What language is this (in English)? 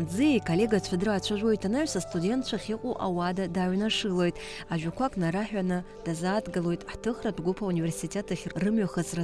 Abkhazian